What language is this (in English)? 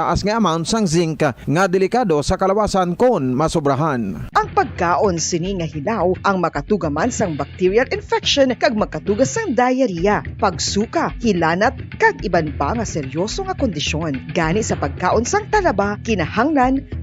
Hiligaynon